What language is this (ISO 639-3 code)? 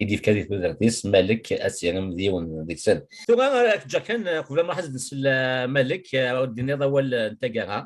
kab